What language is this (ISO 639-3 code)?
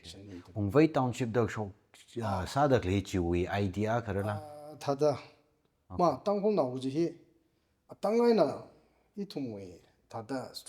nmf